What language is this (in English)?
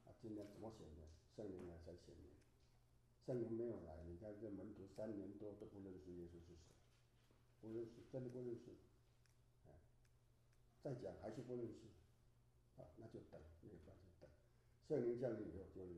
Chinese